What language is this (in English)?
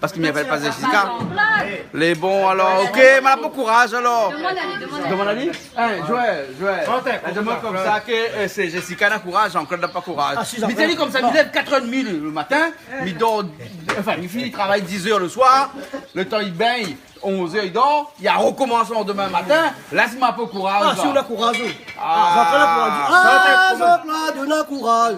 Réunion Creole French